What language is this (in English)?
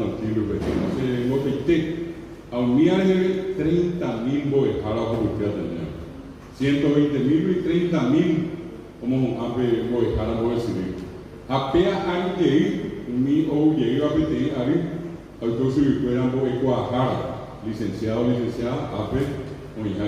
Guarani